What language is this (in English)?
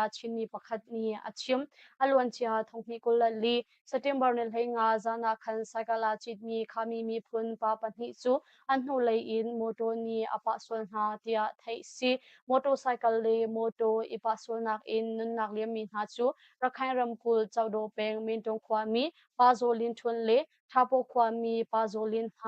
Hakha Chin